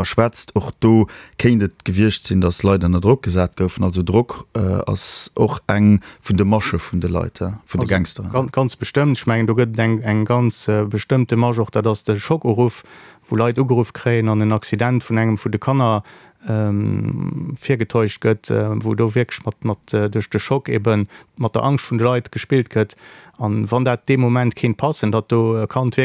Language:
Luxembourgish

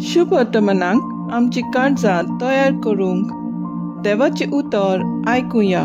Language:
Konkani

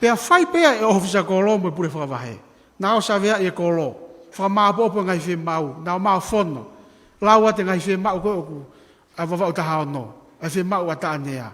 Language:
Tongan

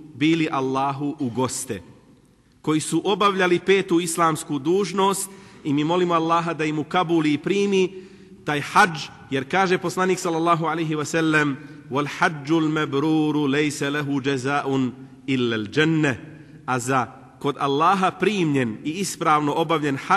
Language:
Bosnian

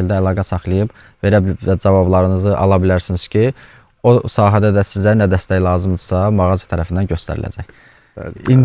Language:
Azerbaijani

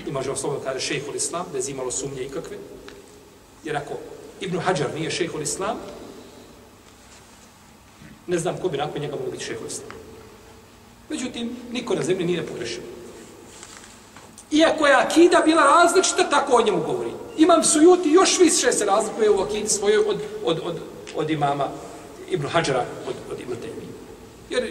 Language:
Bosnian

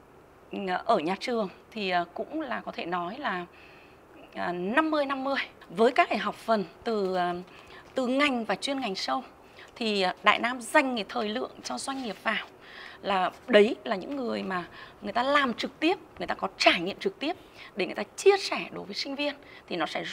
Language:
Vietnamese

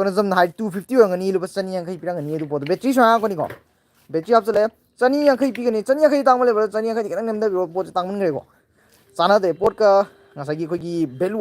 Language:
Manipuri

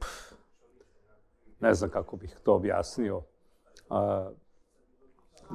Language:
Serbian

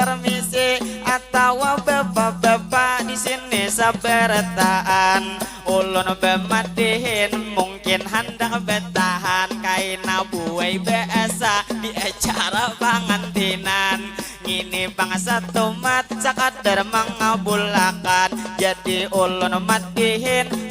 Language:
Banjar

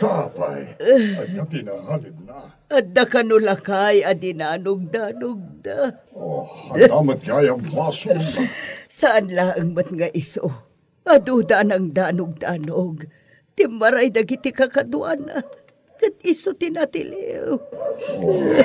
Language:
Iloko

